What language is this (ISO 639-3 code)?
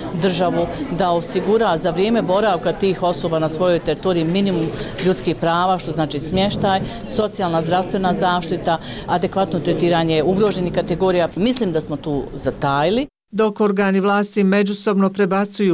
bos